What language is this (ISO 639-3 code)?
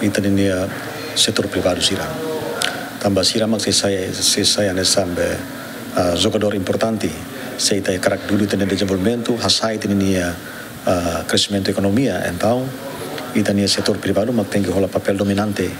tet